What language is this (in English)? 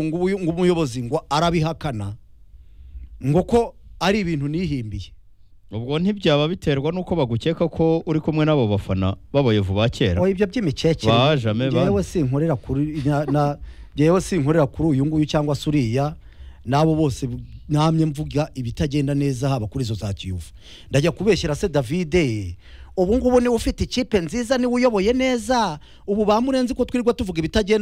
Kinyarwanda